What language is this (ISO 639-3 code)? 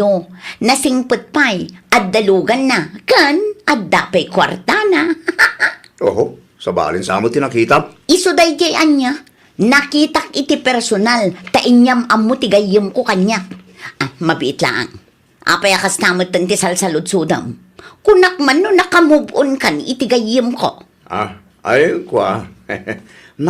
ilo